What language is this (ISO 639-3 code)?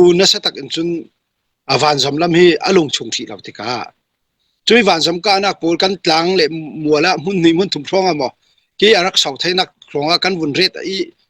cfm